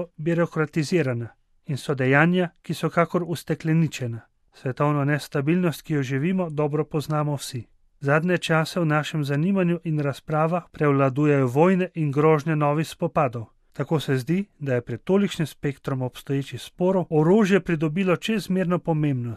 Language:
Slovenian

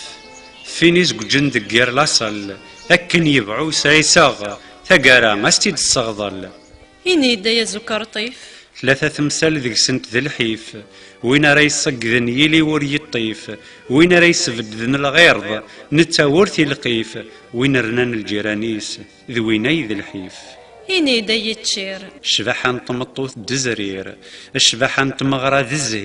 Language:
Kabyle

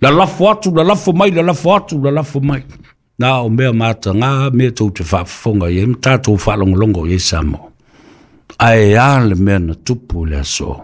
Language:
Samoan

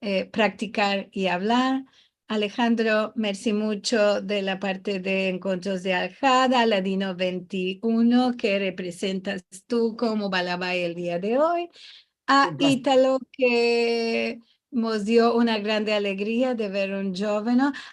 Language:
Ladino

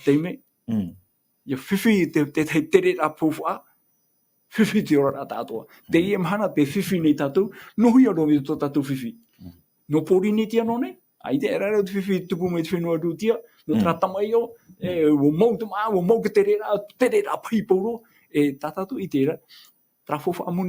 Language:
Tahitian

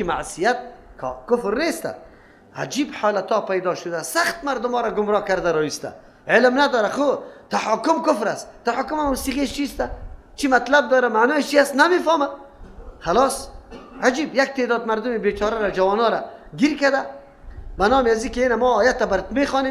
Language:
Persian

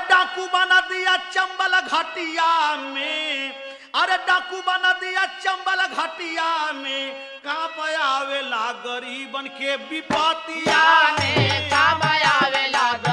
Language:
Bhojpuri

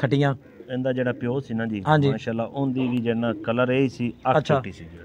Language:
Punjabi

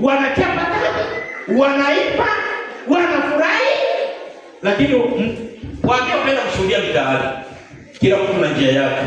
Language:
Swahili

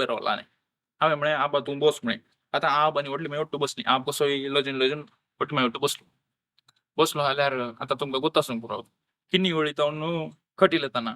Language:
Konkani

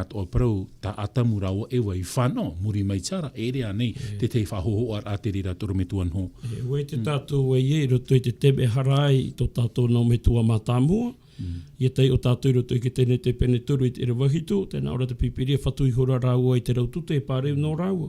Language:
Tahitian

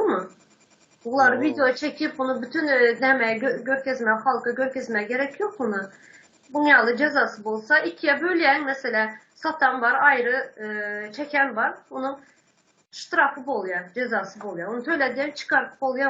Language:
Turkmen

